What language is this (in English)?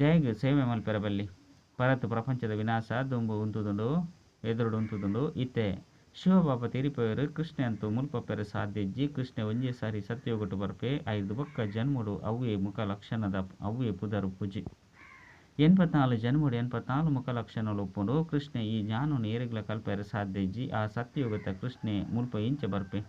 Tulu